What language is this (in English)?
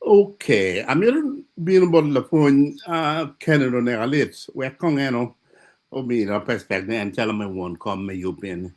Acoli